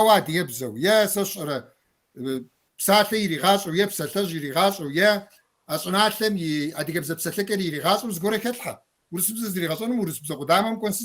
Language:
Kabardian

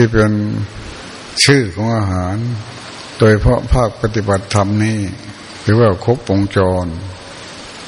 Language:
Thai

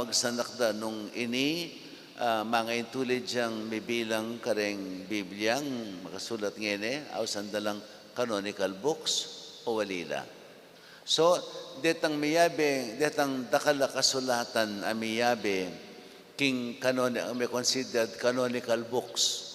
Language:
Pampanga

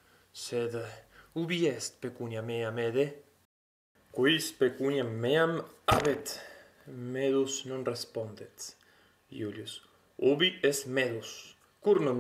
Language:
Latin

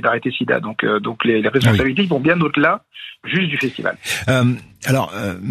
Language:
French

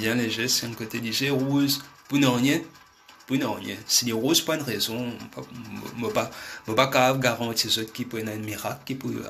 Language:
Morisyen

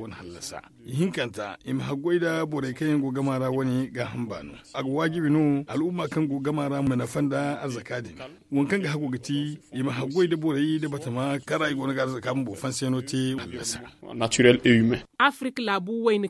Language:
Zarma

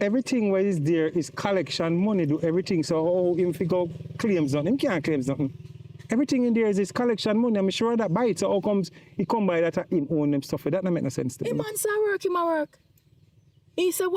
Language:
Jamaican Creole English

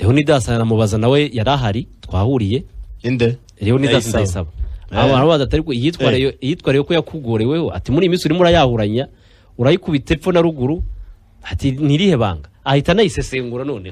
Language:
Kinyarwanda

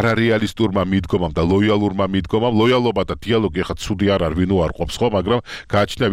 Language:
Georgian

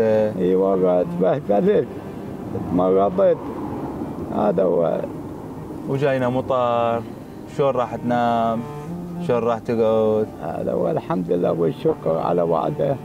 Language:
Mesopotamian Arabic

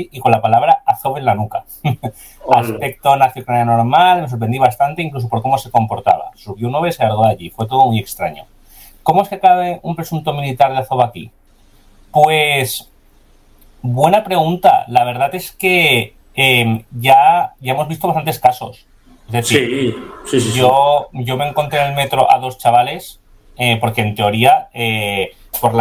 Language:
Spanish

